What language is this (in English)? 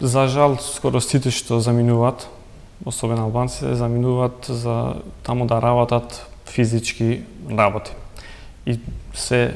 Macedonian